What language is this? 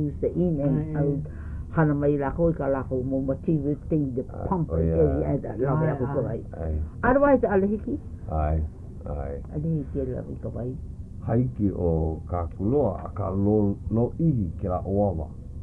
Hawaiian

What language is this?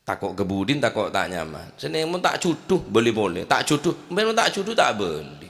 Madurese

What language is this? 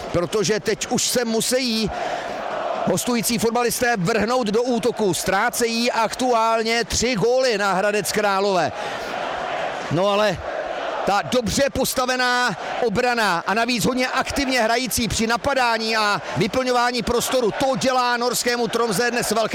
Czech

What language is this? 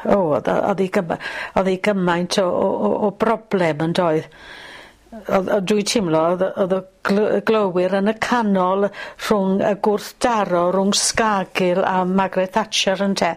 Welsh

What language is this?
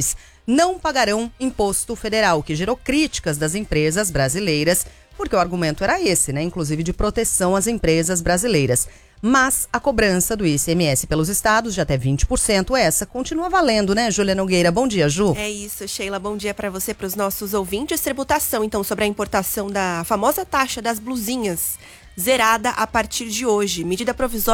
Portuguese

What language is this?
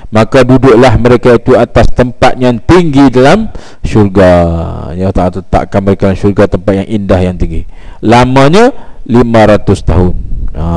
Malay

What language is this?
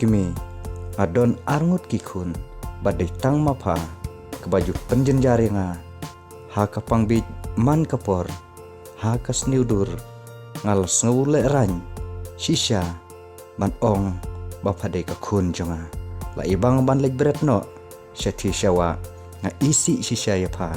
Khasi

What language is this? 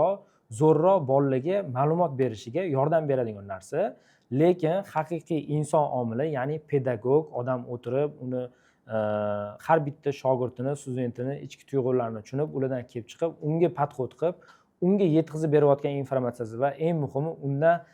Uzbek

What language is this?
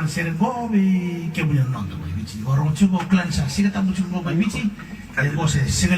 Fijian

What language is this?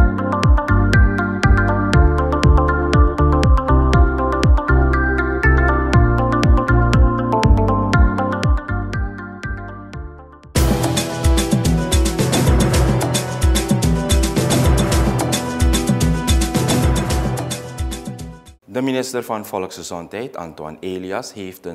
Dutch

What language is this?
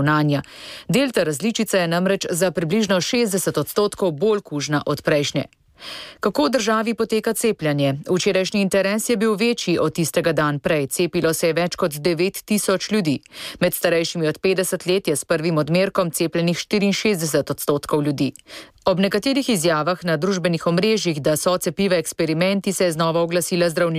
Slovenian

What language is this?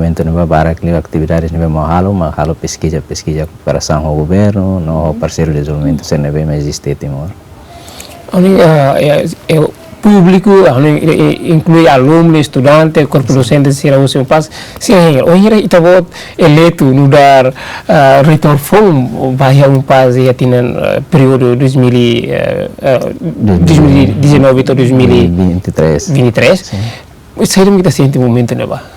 Tetum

